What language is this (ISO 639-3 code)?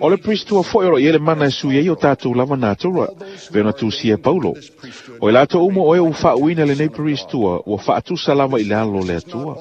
smo